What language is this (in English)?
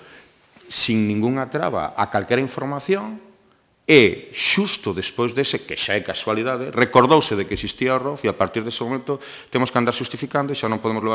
Galician